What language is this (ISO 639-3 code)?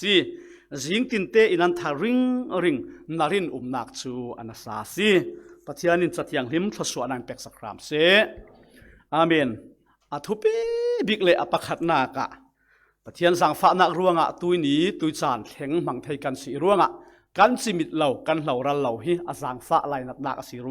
cfm